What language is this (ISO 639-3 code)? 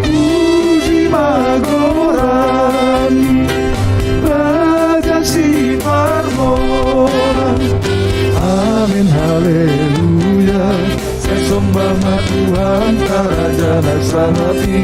bts